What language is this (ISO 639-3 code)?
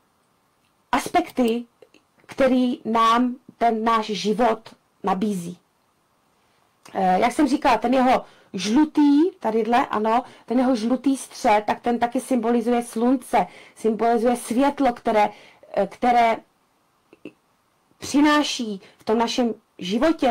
ces